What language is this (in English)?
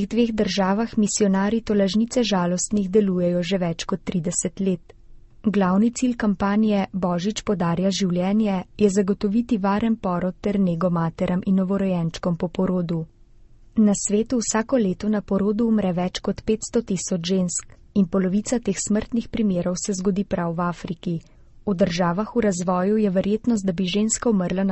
Slovenian